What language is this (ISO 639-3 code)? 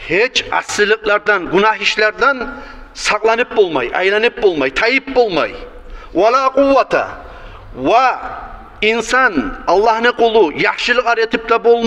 kum